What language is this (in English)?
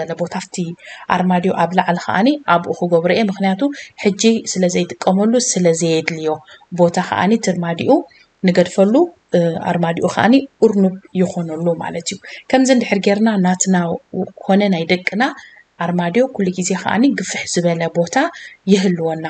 Tigrinya